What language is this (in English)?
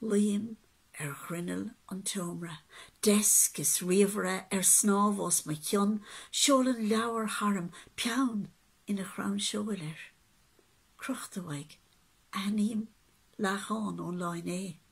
Irish